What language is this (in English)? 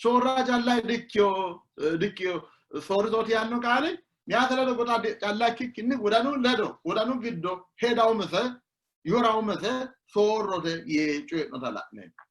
Sidamo